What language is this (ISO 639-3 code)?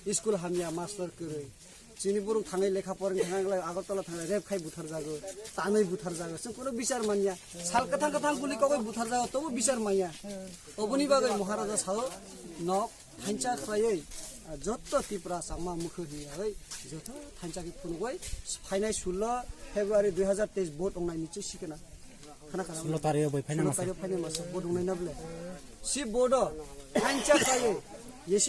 trp